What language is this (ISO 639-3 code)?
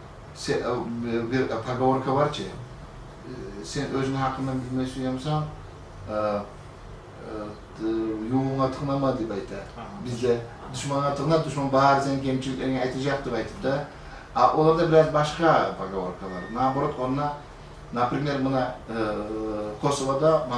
kum